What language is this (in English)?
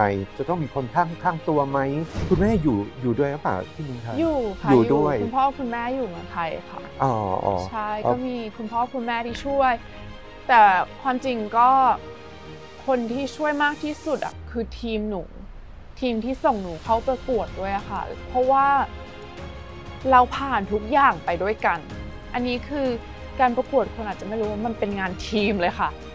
Thai